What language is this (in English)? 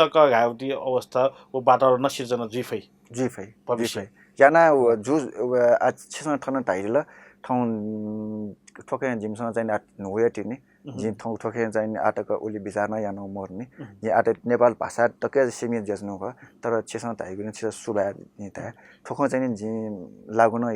Newari